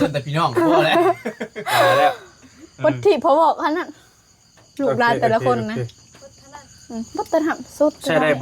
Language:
Northeastern Thai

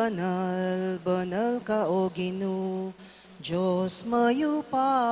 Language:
Pampanga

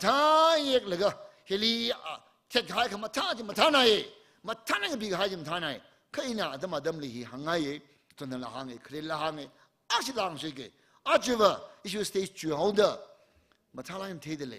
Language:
Tangkhul Naga (India)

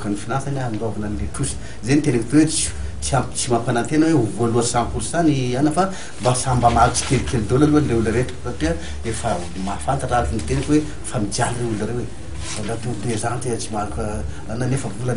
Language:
Malagasy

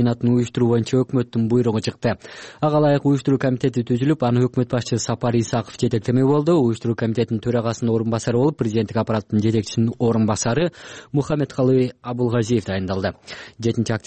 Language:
Kyrgyz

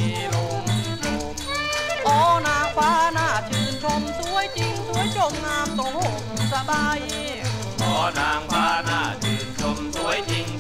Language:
Thai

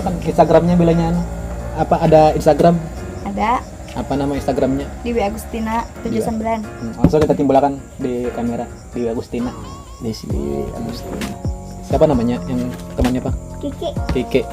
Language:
Banjar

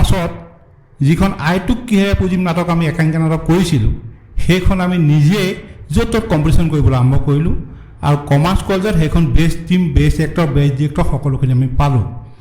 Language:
Assamese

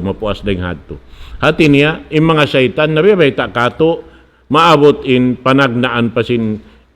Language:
Tausug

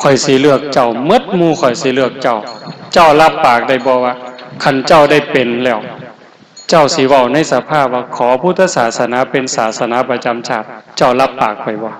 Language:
Northeastern Thai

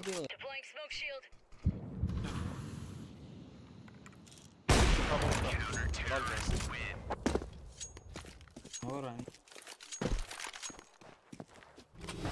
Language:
Turkish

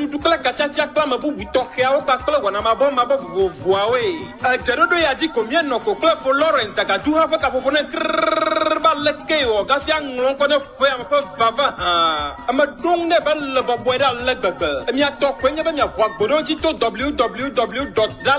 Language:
Ewe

